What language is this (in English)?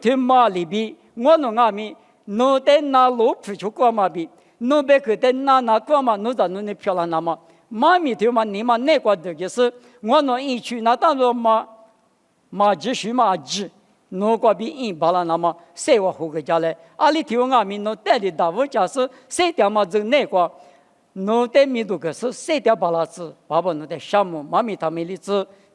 Lisu